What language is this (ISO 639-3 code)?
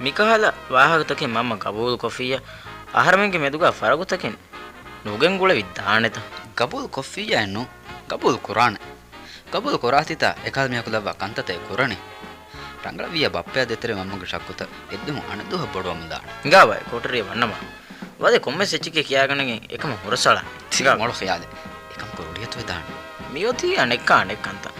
div